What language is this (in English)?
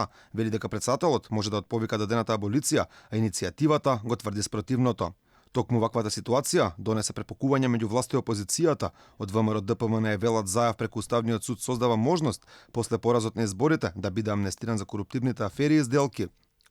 Macedonian